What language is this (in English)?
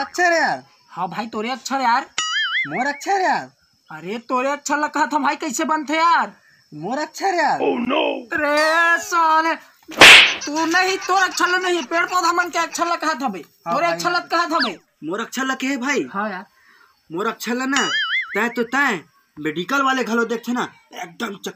Chhattisgarhi